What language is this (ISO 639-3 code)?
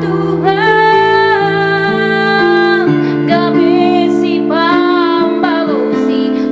bts